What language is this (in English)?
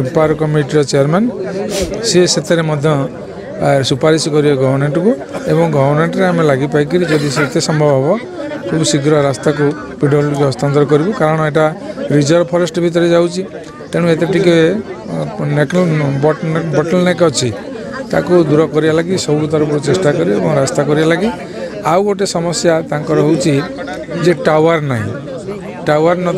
Odia